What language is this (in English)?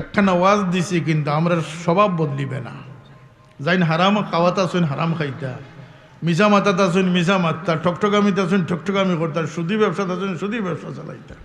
Sylheti